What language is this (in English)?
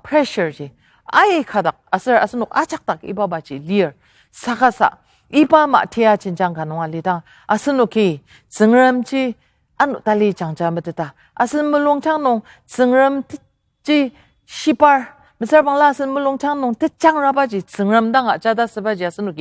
Ao Naga